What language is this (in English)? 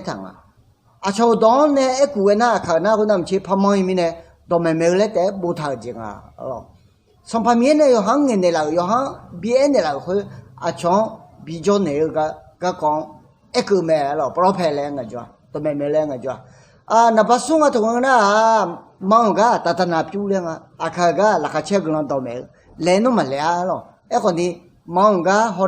Akha